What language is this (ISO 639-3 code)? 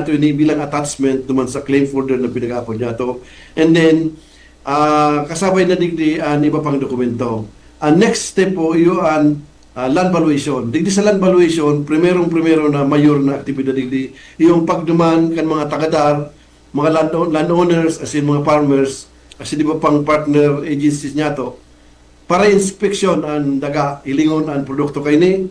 bik